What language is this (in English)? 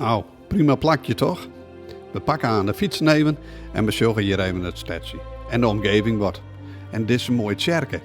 Western Frisian